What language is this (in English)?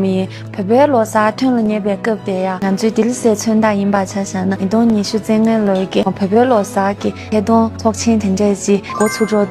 Tibetan